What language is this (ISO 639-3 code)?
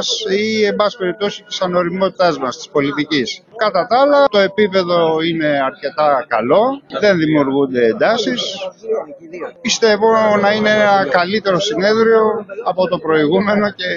ell